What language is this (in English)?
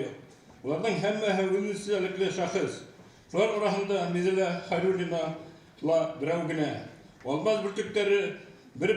Bashkir